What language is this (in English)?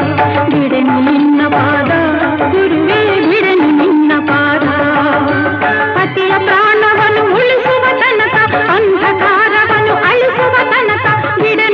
Kannada